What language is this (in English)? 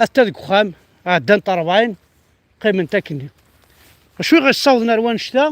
Kabyle